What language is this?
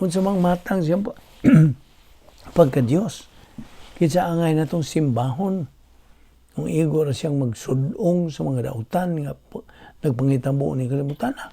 Cebuano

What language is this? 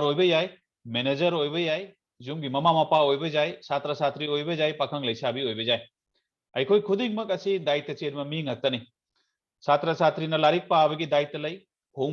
Manipuri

